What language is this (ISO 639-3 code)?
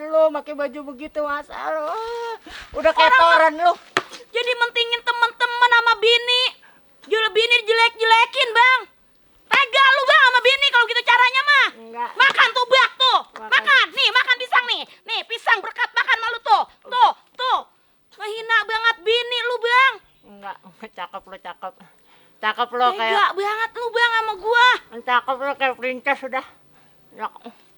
bew